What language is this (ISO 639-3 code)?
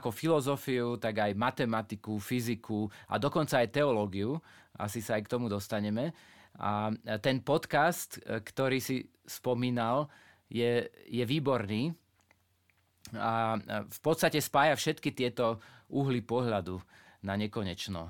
slk